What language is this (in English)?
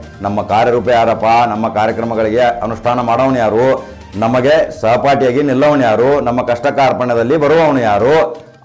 Kannada